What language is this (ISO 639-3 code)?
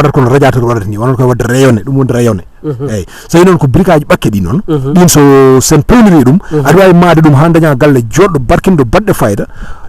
ful